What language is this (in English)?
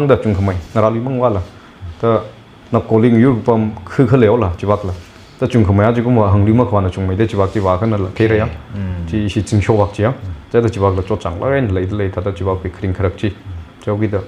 Tangkhul Naga (India)